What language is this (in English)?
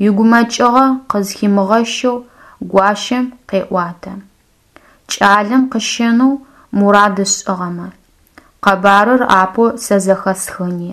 Adyghe